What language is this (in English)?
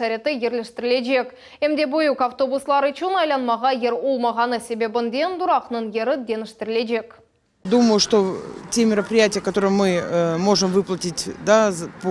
Crimean Tatar